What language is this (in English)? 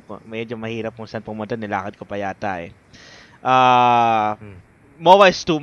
Filipino